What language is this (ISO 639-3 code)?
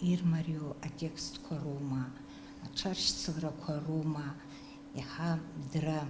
abk